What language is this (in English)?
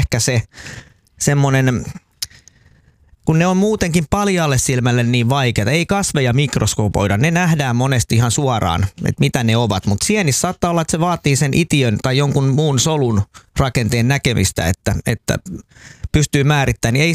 Finnish